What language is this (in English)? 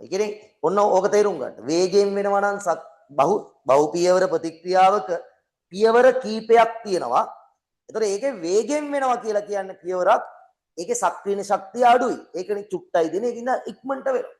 Sinhala